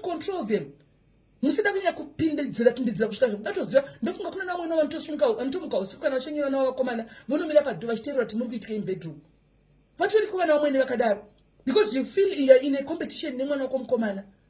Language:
Shona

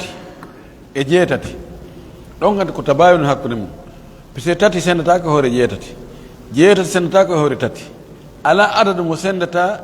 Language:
Pular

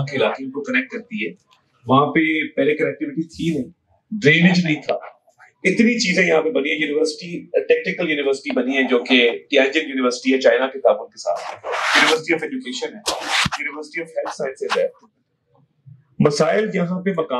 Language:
Urdu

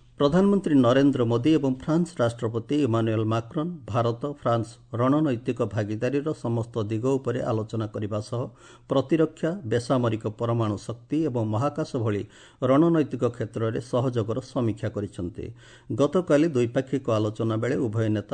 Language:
Odia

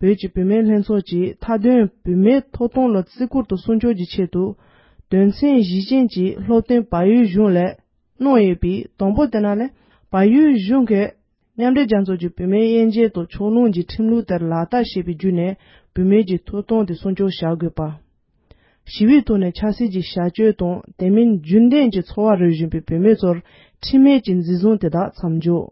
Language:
Tibetan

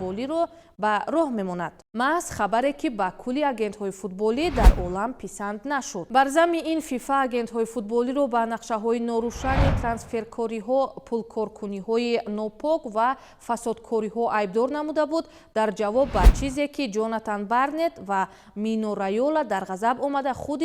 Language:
Tajik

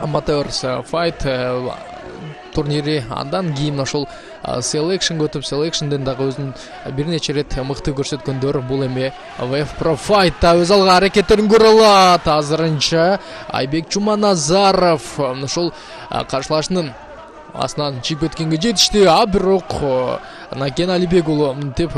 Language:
Kyrgyz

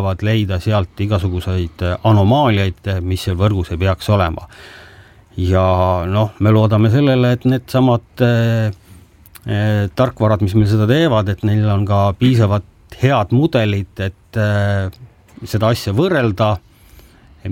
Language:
Estonian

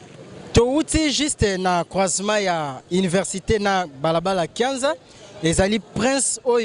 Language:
Lingala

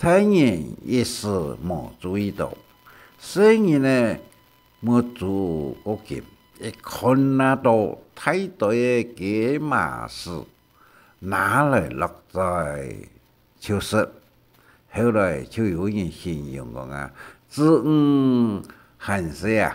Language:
Hakka Chinese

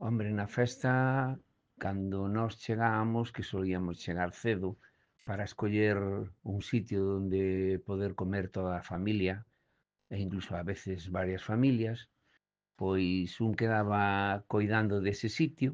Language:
Galician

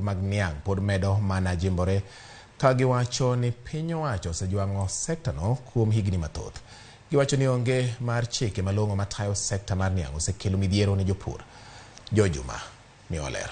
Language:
Luo (Kenya and Tanzania)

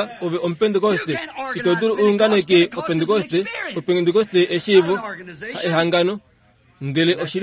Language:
Kuanyama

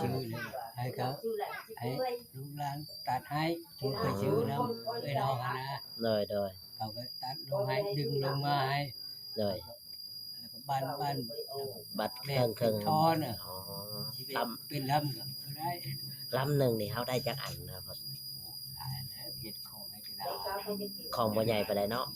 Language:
Northeastern Thai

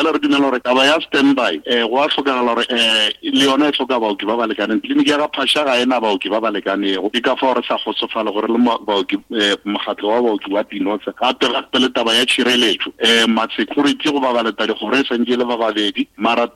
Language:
Northern Sotho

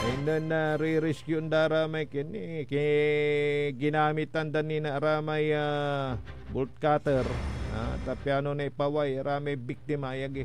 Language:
Pangasinan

